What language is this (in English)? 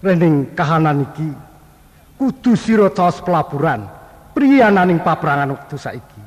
Javanese